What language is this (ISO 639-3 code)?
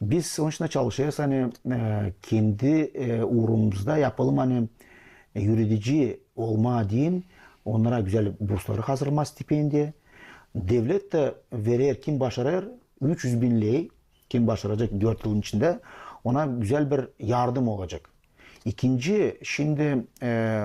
gag